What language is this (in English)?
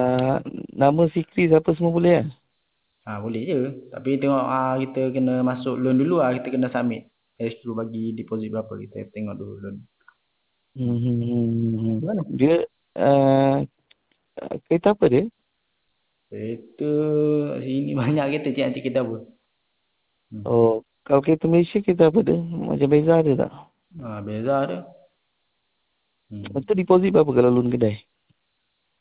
Malay